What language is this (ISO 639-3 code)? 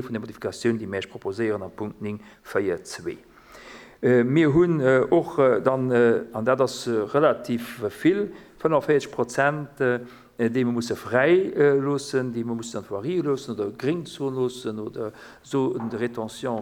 ltz